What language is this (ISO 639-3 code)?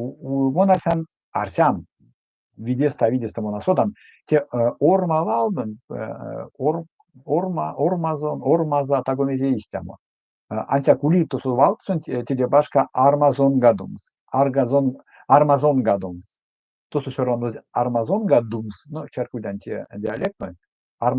myv